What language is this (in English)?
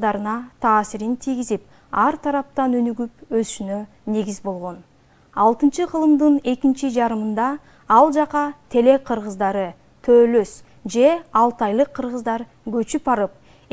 Kyrgyz